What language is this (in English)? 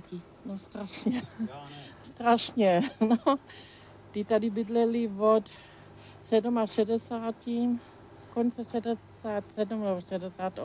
Czech